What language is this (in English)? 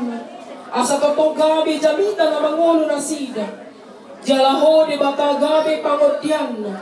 Batak Toba